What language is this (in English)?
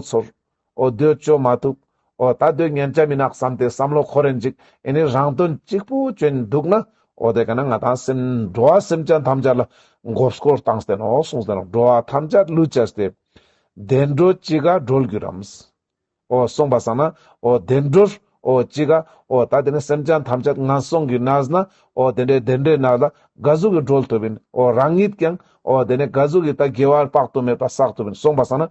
Ladakhi